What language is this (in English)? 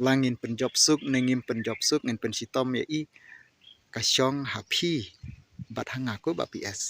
Khasi